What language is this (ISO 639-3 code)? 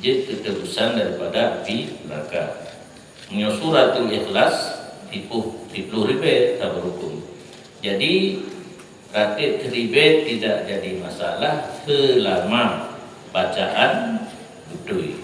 ace